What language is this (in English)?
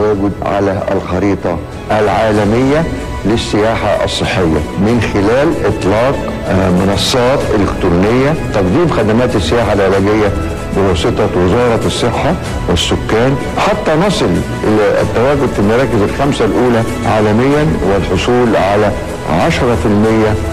Arabic